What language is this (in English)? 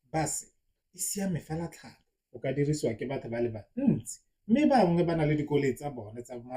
Tswana